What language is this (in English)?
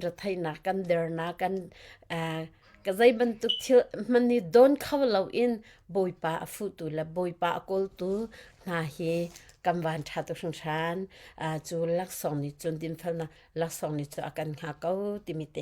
Hakha Chin